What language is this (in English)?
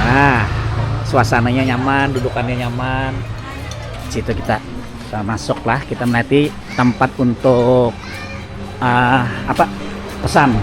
Banjar